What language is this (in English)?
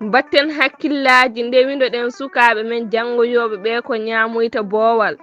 Fula